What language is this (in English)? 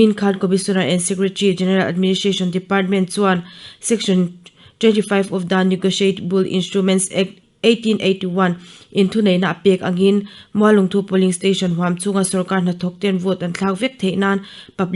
Mizo